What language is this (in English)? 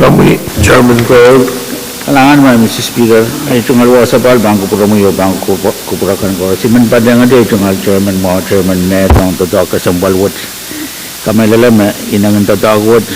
Pohnpeian